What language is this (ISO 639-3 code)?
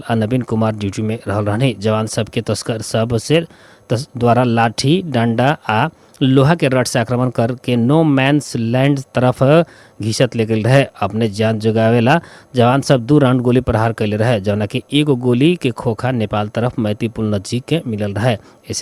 bho